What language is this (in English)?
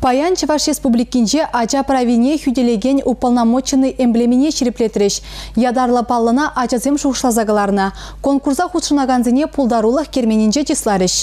Chuvash